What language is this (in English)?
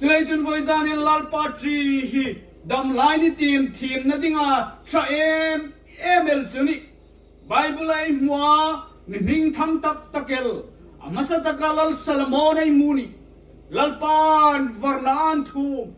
Hmar